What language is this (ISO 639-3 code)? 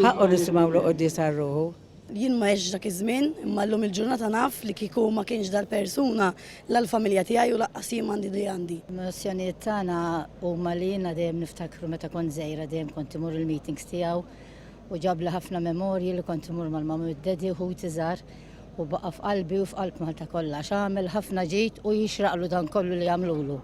mlt